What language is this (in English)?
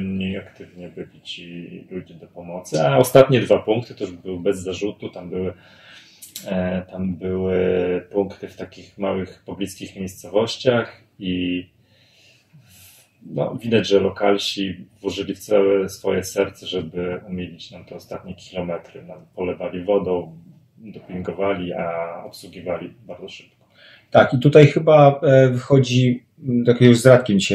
Polish